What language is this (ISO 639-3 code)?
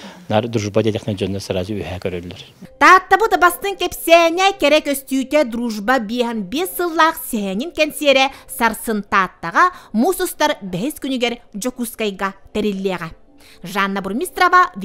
sah